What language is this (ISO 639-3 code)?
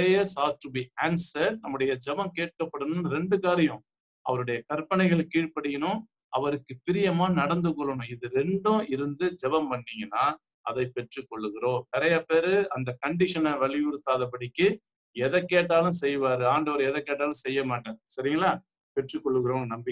tam